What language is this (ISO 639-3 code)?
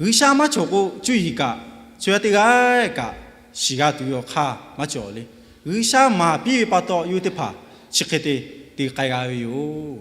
lhu